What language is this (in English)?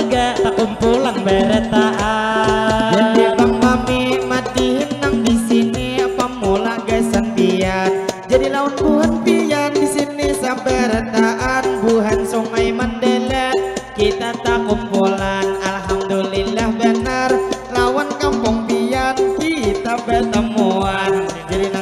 Banjar